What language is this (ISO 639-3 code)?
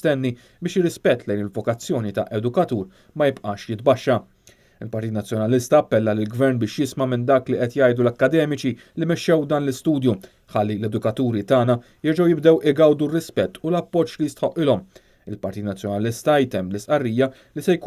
mlt